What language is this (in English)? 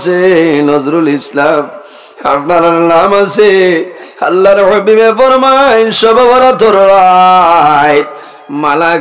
Sylheti